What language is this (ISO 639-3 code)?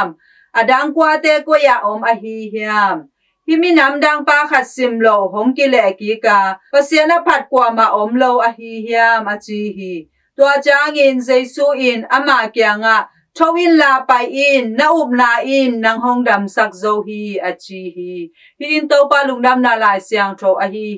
ctd